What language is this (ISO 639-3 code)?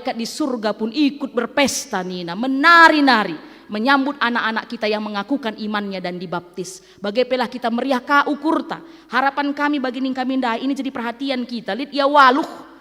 btx